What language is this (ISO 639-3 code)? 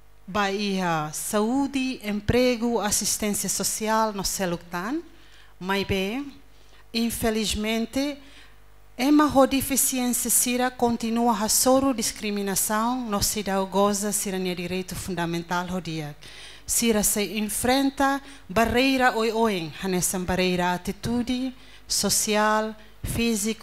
tet